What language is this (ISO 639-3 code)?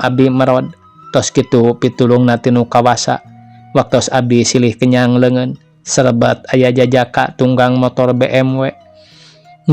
sun